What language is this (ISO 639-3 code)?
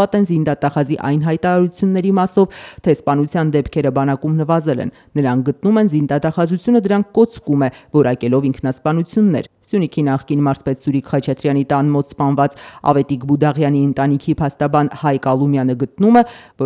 hye